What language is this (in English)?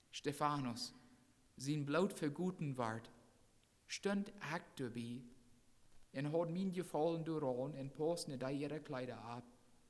Plautdietsch